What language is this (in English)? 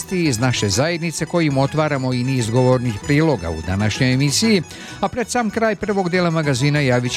Serbian